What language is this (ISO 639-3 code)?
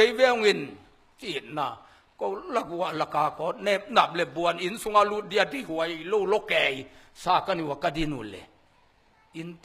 ctd